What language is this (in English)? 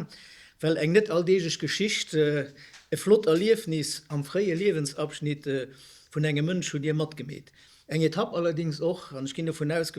Luxembourgish